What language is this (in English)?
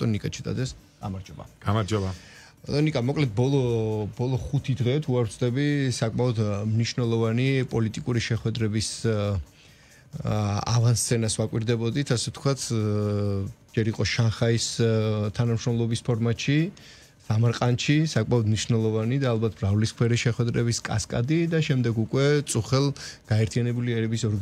Georgian